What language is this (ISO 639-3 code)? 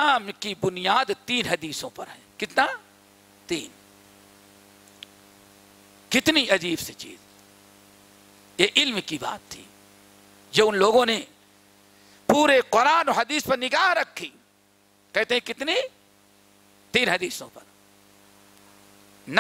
urd